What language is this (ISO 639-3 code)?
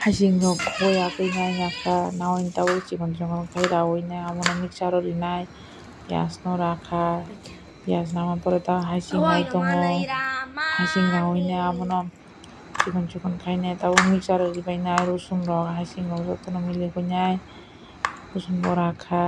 trp